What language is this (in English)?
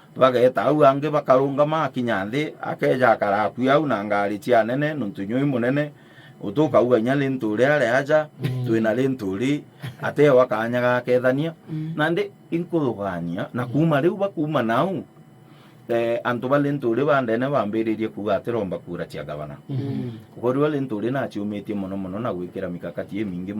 Meru